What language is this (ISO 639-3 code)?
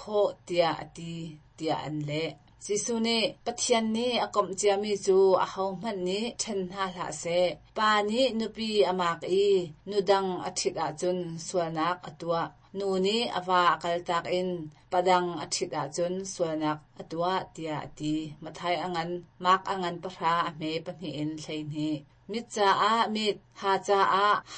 cnh